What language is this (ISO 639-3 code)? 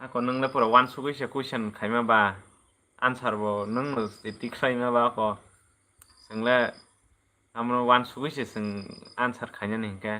trp